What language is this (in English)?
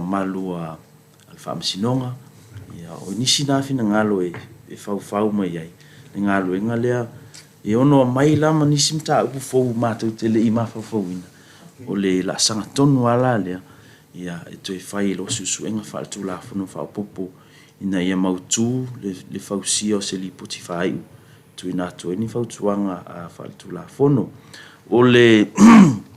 Samoan